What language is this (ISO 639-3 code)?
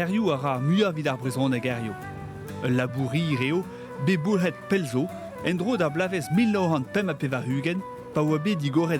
bre